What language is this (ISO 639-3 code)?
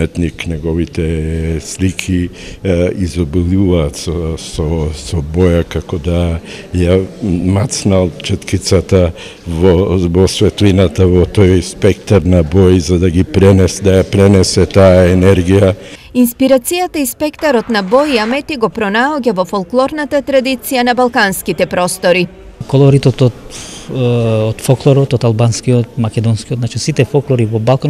mkd